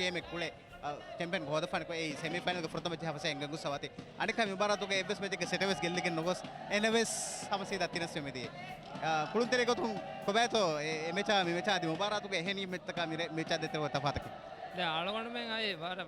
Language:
Divehi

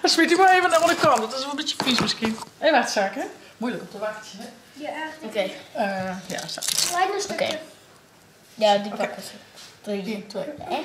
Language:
Western Frisian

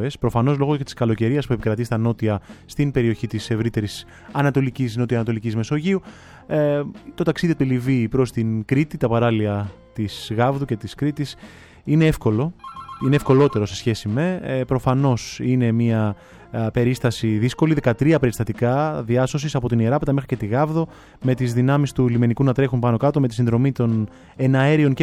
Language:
Greek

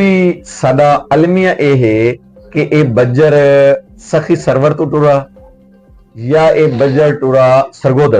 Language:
Saraiki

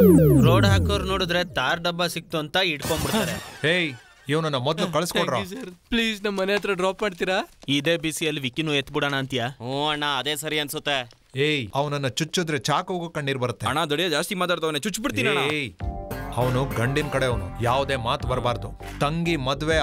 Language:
Kannada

